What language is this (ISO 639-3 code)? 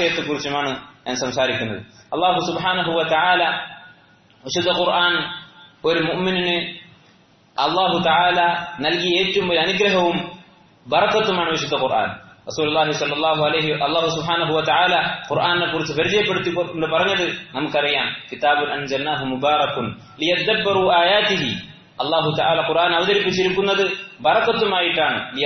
mal